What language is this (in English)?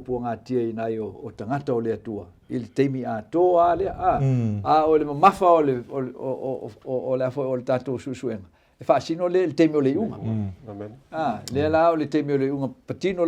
Samoan